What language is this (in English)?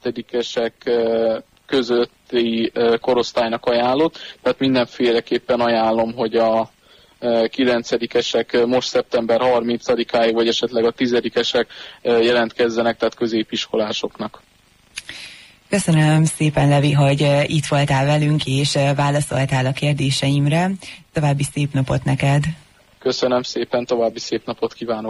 Hungarian